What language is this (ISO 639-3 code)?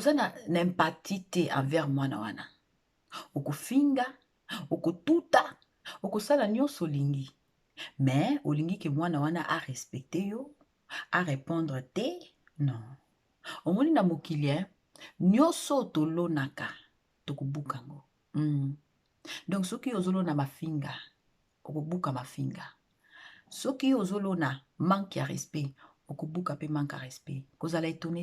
lin